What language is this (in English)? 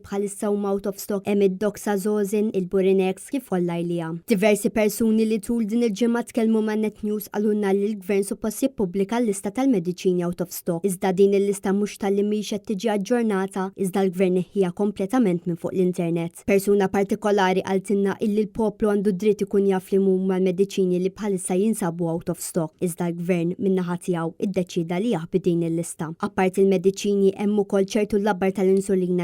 Maltese